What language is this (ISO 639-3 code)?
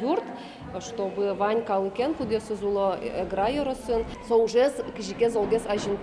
udm